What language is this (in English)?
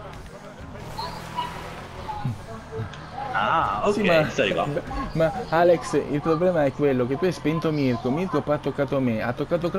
Italian